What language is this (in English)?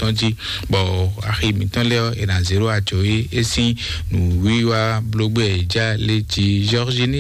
Fon